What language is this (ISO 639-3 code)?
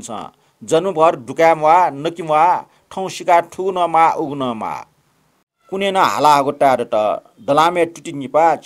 new